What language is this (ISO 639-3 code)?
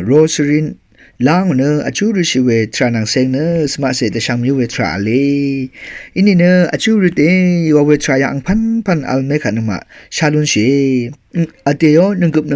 raw